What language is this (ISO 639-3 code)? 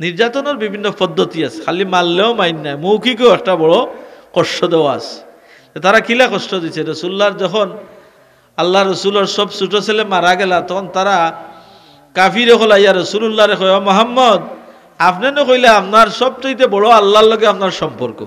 syl